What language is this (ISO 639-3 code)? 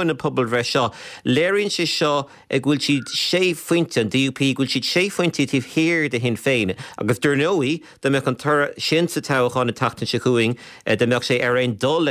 gle